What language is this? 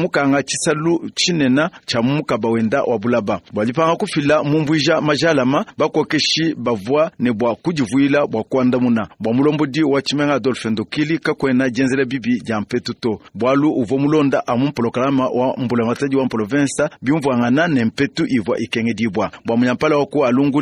Luba-Lulua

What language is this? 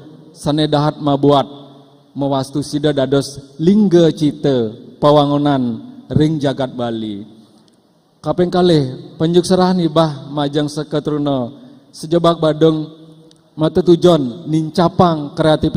Balinese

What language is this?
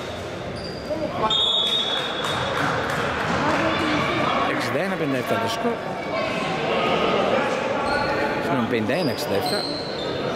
Greek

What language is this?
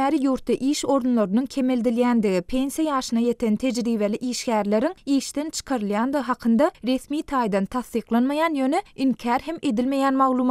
Turkmen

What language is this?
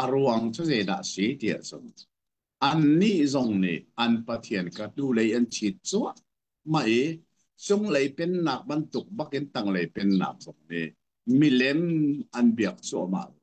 Hakha Chin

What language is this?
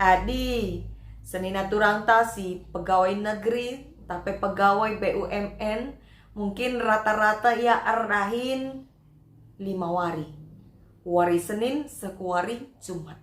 Batak Karo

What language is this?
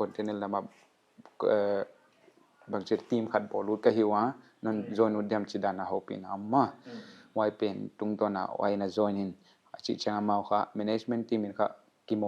Paite Chin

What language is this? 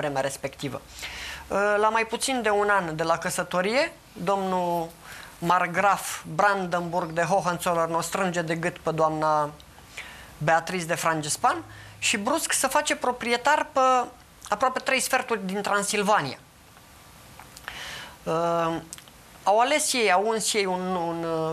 Romanian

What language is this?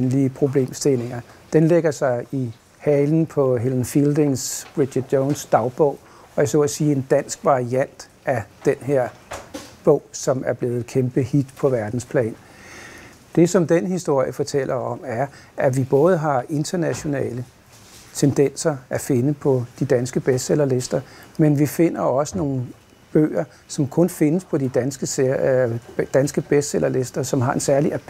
Danish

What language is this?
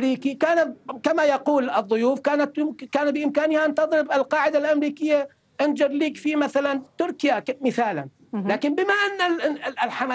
Arabic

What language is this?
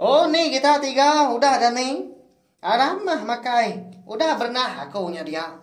Iban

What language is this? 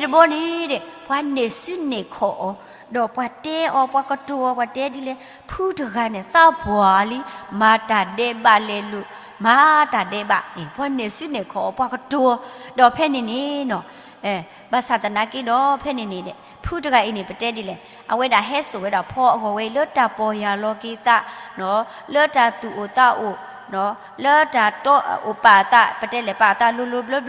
S'gaw Karen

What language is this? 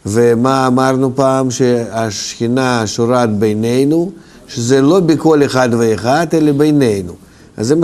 Hebrew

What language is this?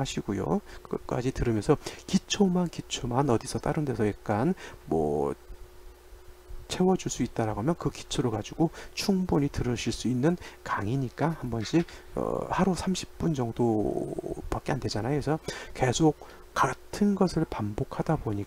Korean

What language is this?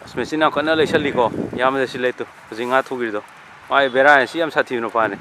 Manipuri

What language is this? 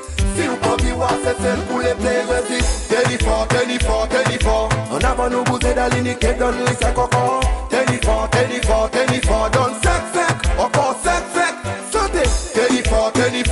Seselwa Creole French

